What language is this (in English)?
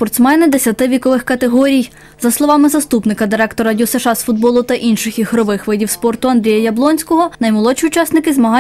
Ukrainian